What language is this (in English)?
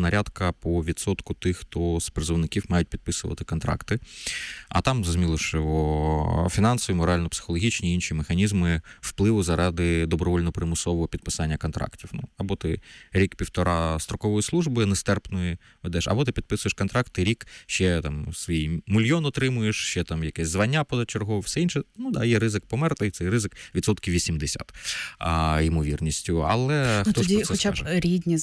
Ukrainian